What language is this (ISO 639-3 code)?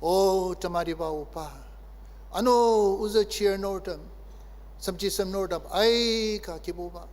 njo